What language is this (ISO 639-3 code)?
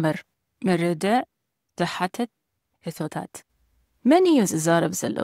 tir